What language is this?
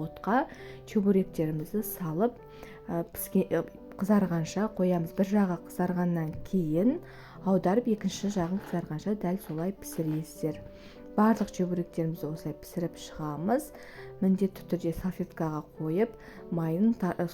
Kazakh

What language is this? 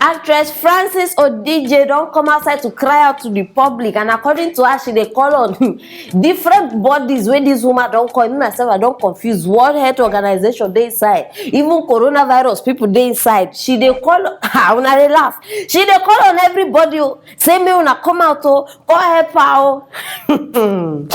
Nigerian Pidgin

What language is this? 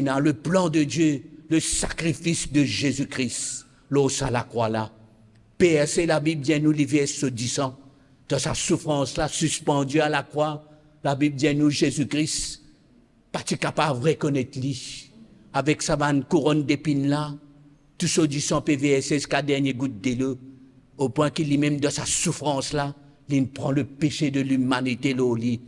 Morisyen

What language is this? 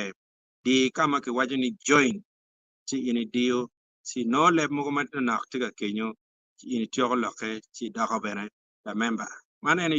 Acoli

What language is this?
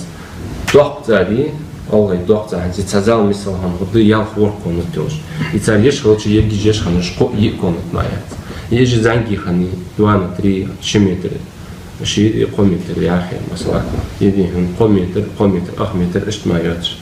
Ingush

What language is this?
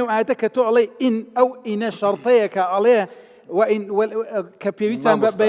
Kurdish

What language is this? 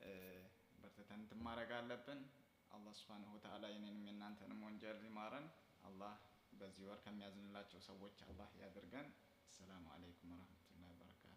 Amharic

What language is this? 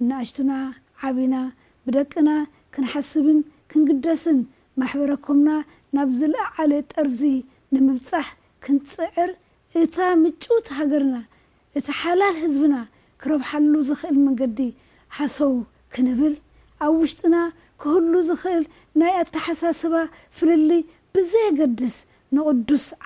Tigrinya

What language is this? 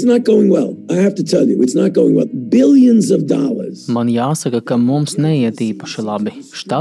Latvian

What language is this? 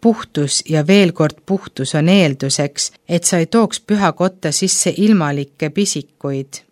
Estonian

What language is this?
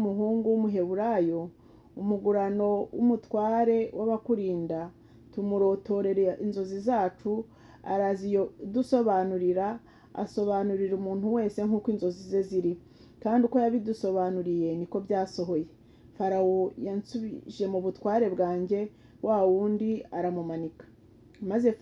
Kinyarwanda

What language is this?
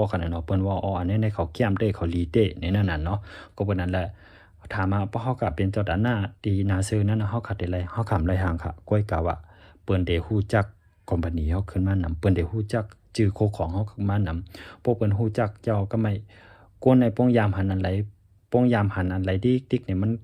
Shan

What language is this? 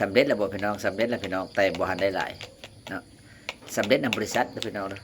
Lao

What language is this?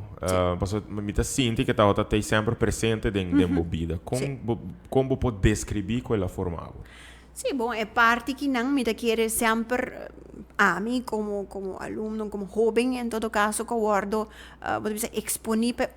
Papiamento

